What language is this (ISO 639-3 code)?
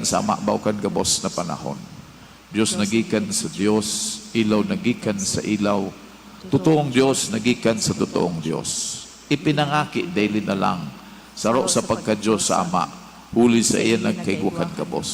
bik